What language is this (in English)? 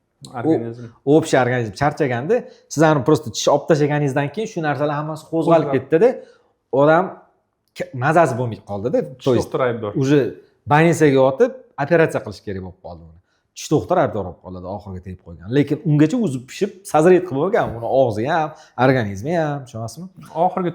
Uzbek